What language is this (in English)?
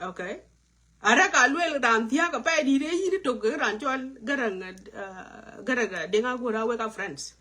Nuer